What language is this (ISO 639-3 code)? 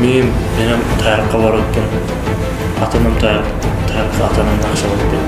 kaa